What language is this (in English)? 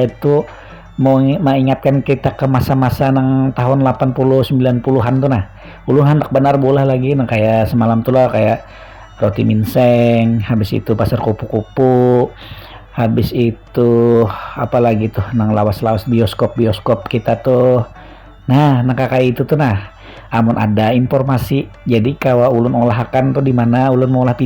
Banjar